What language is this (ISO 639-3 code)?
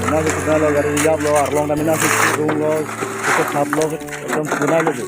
mjw